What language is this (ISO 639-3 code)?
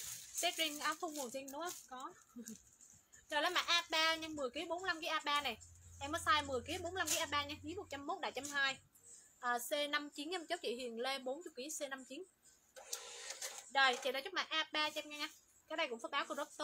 vie